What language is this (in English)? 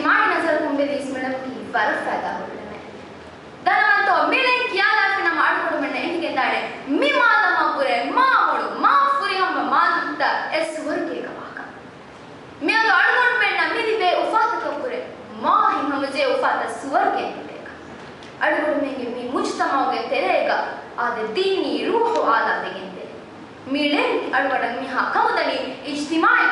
Divehi